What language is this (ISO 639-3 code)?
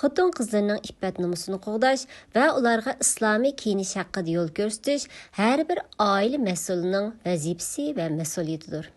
uig